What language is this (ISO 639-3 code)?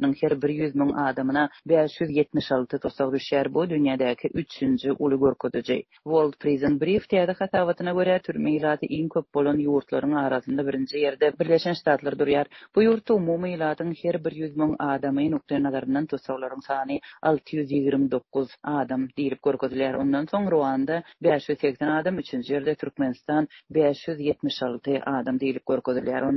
tuk